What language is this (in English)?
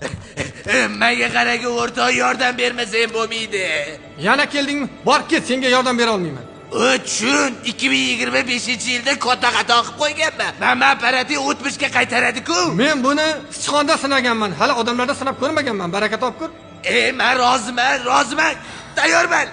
Uzbek